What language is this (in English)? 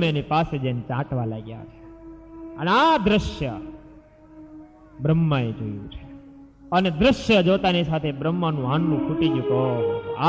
Gujarati